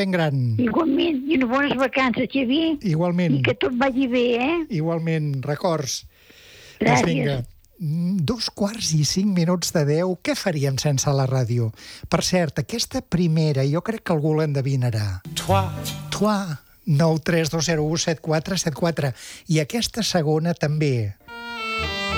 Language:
Catalan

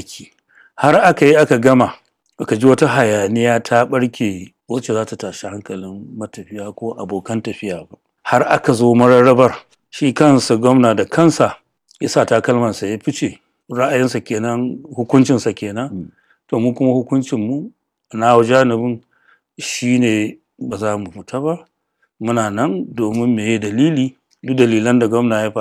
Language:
Hausa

